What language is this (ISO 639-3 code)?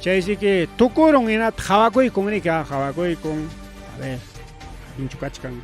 quy